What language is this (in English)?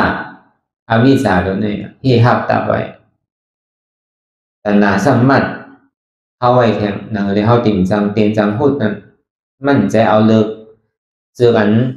Shan